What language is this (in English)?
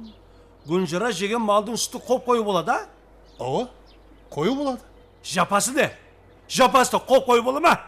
Kara-Kalpak